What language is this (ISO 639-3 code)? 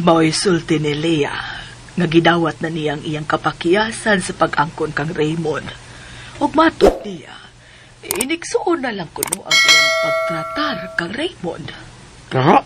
ceb